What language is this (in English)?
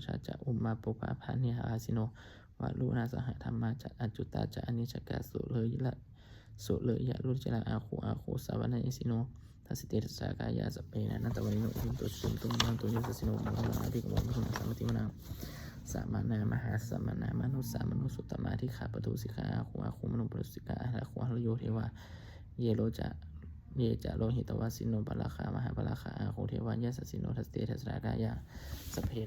Pali